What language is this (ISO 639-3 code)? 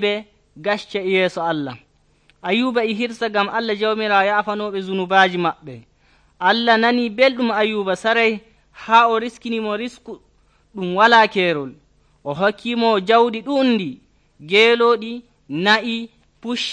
fuv